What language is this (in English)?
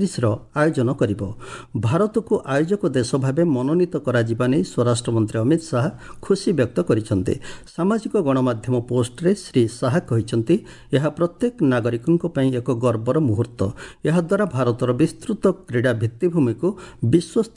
Odia